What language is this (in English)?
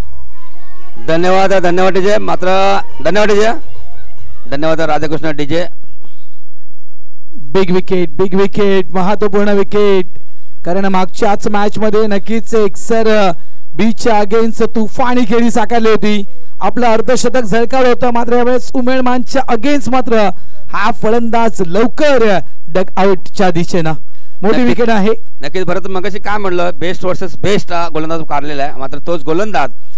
Marathi